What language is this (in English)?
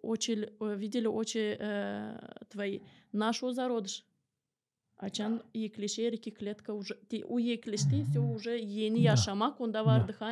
Gagauz